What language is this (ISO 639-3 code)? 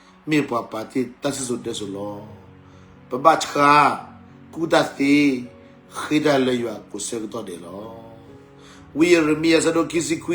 ksw